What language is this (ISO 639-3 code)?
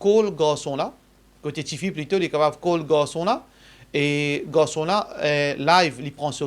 mfe